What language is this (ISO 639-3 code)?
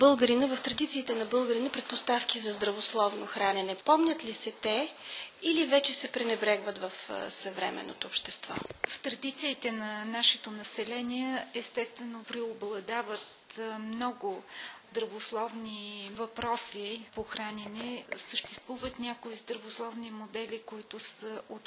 bul